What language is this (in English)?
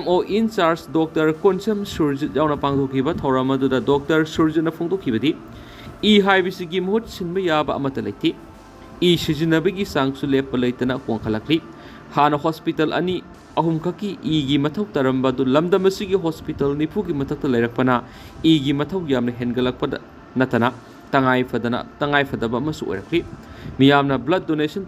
Manipuri